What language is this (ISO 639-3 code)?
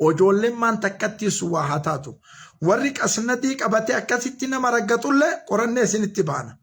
orm